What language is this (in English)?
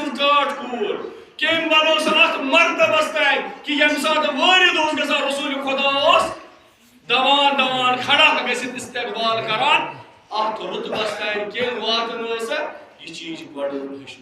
Kashmiri